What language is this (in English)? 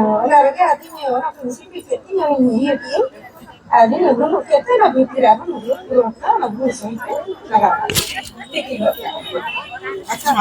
Santali